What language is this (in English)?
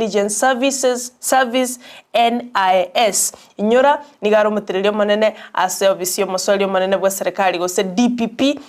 Gusii